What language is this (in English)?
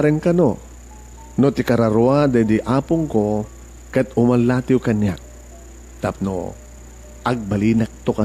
Iloko